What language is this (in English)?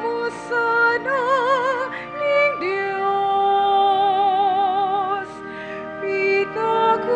Pampanga